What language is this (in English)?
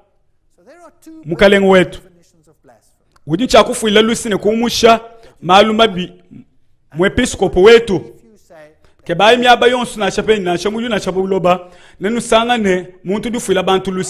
Luba-Lulua